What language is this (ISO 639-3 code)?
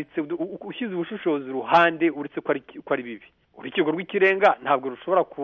kin